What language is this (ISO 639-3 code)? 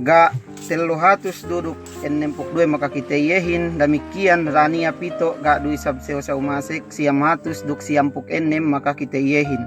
yka